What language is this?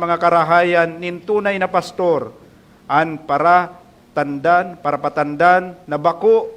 Bikol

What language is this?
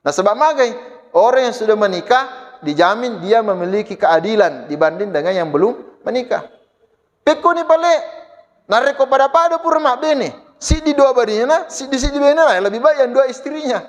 Buginese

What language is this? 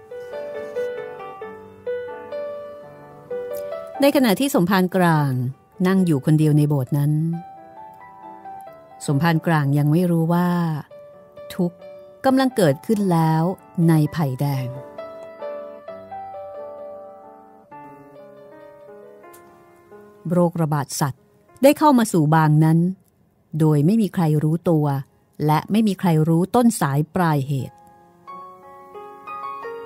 Thai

